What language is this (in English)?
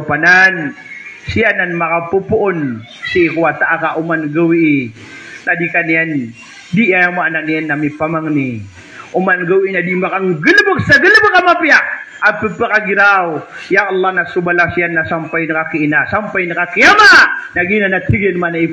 Maranao